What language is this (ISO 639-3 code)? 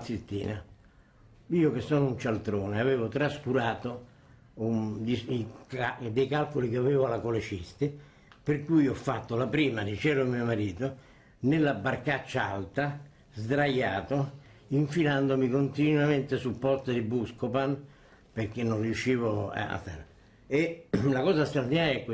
ita